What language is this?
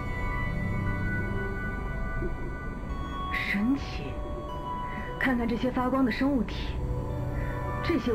Chinese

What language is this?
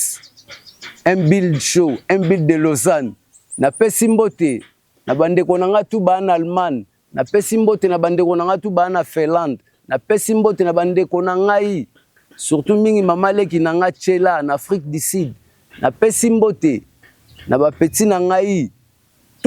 Lingala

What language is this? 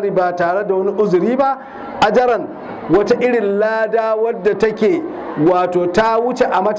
Hausa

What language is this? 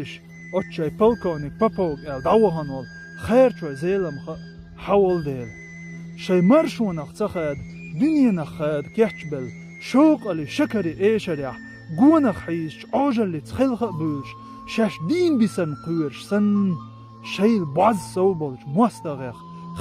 Chechen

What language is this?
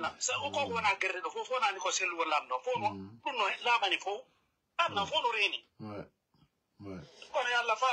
Pular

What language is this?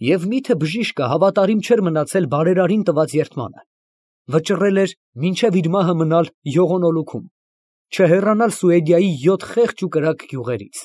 Armenian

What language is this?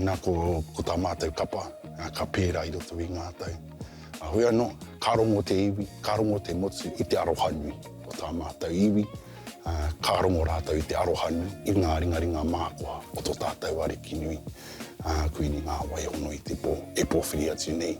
Māori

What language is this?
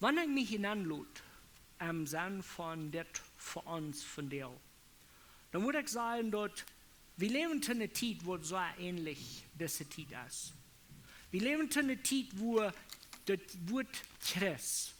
Plautdietsch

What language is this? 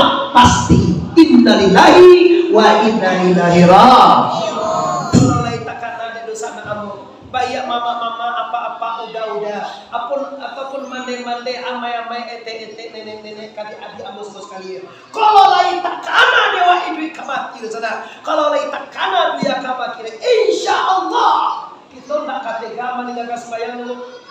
Minangkabau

